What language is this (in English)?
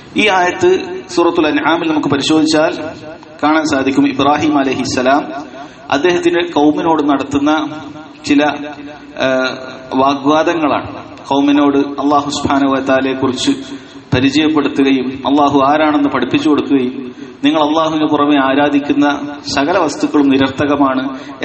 Malayalam